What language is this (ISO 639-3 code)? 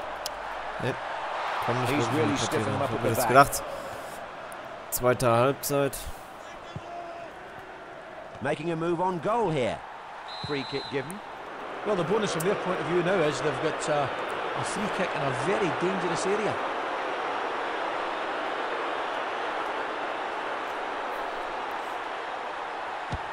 deu